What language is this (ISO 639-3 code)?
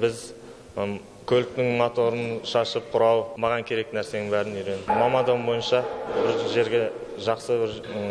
kaz